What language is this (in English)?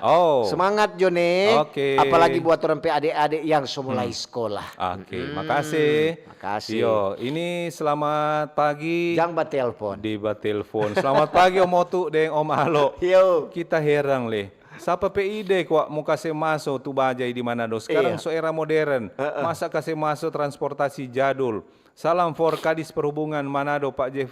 Manado Malay